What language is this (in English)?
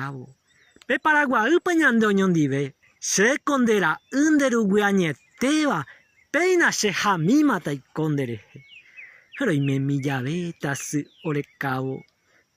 Guarani